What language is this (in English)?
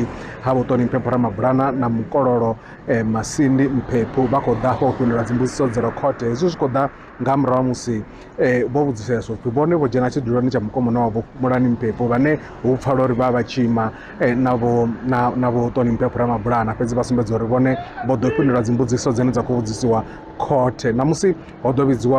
Venda